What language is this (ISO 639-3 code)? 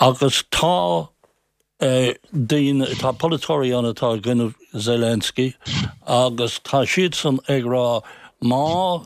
gle